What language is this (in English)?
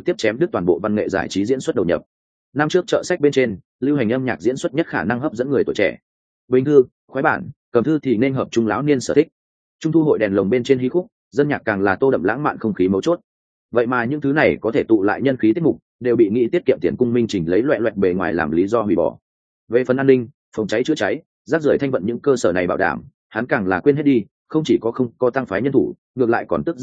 Vietnamese